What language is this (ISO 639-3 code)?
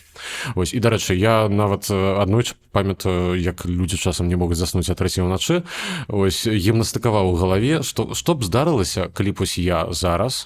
bel